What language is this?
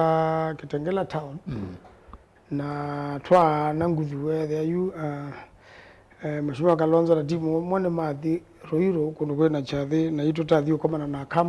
Kamba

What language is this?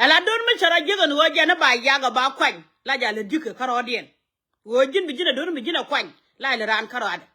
Nuer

